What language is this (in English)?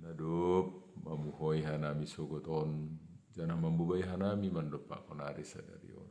Batak Simalungun